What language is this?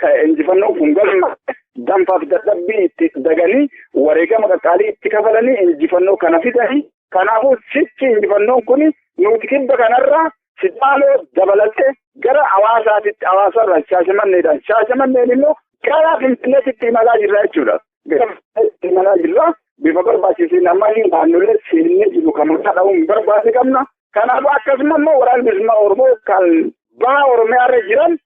Oromo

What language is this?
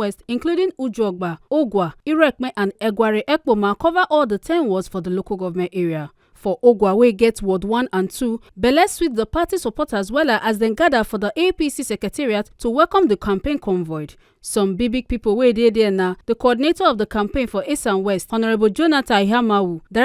Nigerian Pidgin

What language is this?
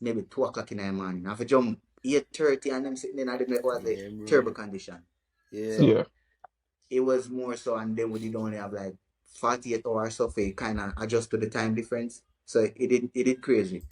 Jamaican Creole English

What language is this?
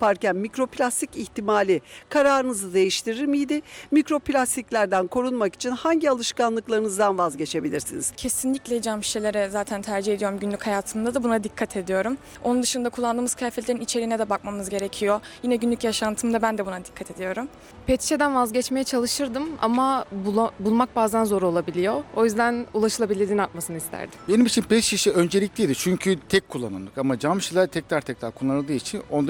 Turkish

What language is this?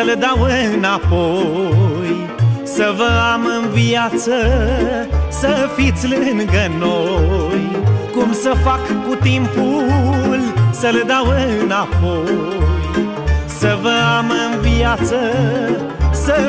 Romanian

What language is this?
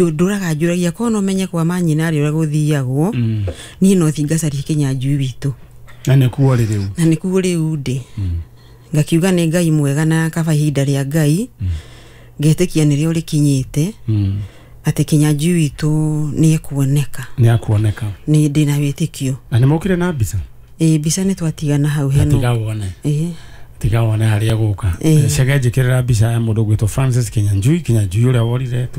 Kikuyu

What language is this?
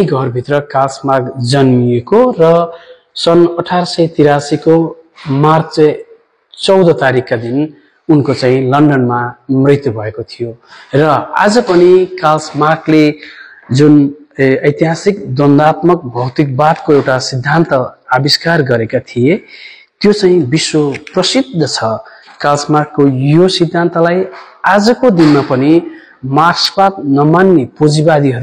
Nepali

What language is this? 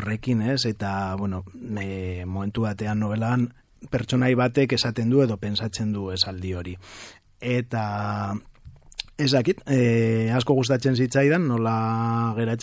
Basque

